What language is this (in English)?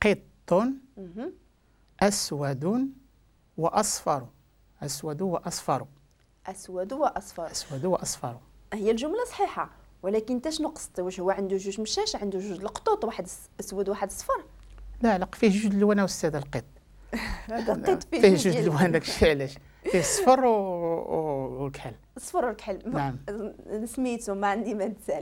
Moroccan Arabic